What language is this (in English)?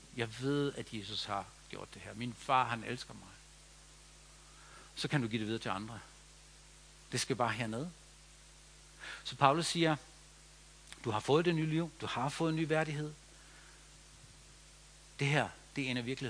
Danish